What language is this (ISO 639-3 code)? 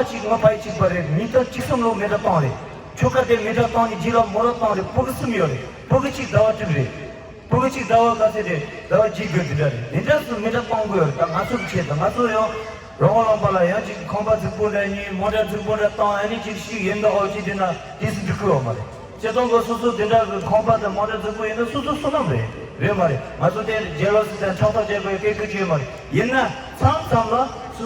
bod